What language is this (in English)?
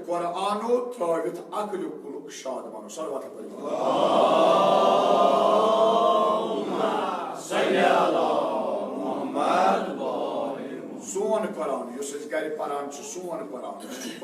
Kashmiri